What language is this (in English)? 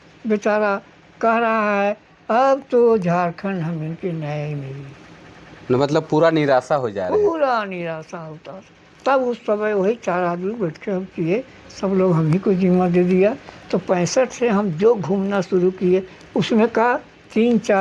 Sadri